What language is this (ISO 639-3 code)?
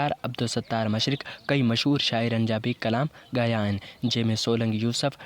snd